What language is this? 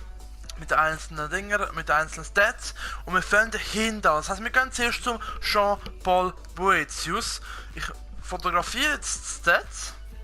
Swiss German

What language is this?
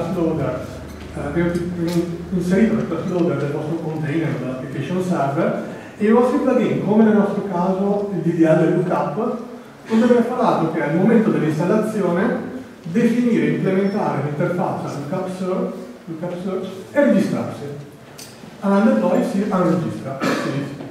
Italian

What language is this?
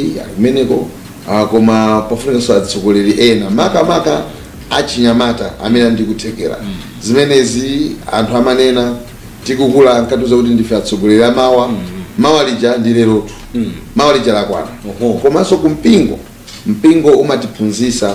Nyanja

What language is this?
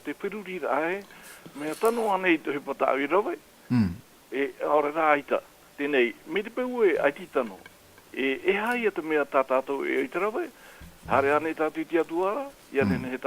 Tahitian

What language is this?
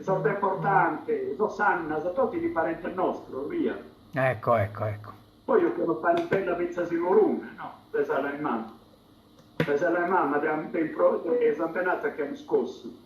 Sardinian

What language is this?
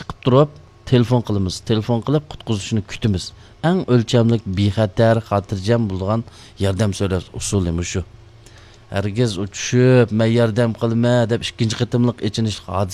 Uyghur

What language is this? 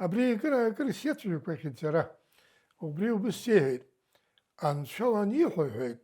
Abkhazian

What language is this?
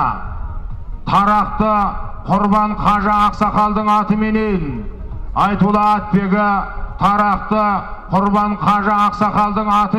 Kazakh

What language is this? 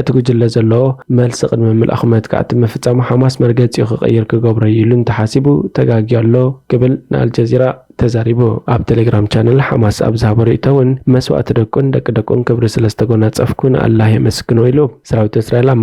Tigrinya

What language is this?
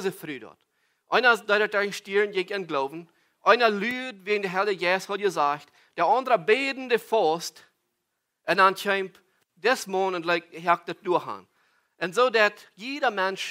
Plautdietsch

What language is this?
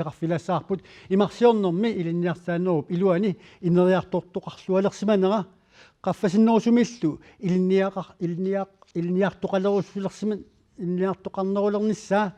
Kalaallisut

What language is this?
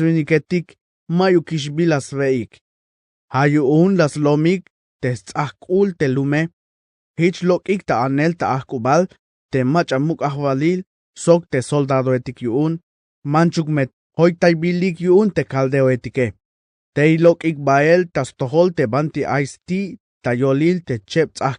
Tzeltal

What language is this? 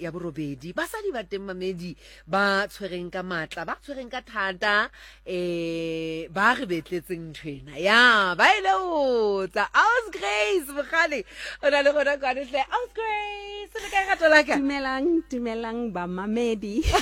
Southern Sotho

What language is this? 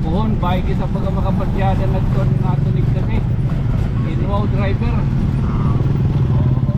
Waray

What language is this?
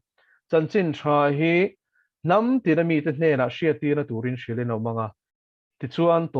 Mizo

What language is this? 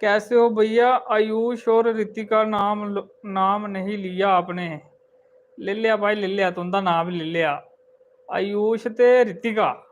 Dogri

